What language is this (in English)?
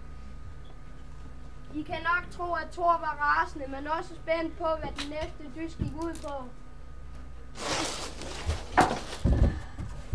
Danish